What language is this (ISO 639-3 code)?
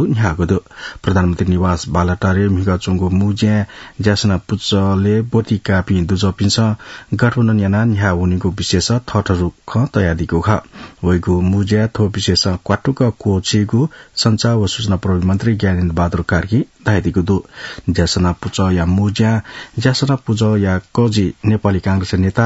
new